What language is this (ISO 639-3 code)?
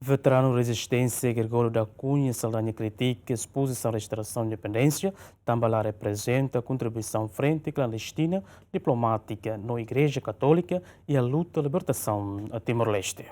tet